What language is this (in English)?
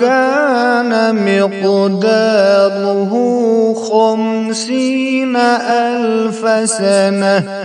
Kashmiri